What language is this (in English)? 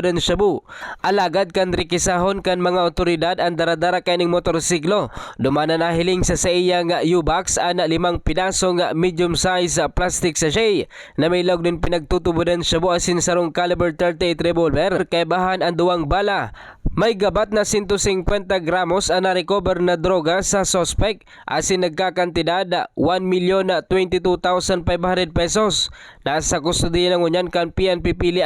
Bikol